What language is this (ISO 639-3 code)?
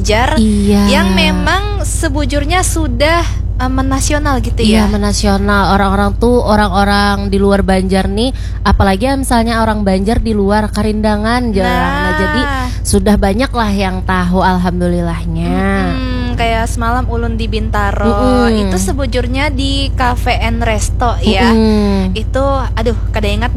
bjn